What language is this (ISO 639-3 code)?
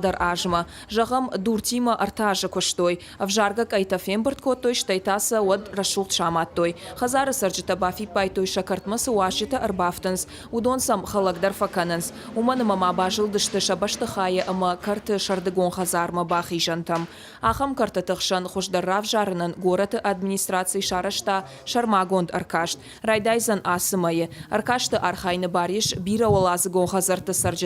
oss